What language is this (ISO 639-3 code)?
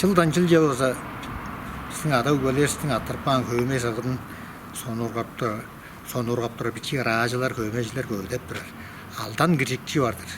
tyv